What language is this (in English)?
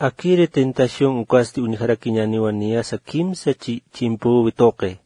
Aymara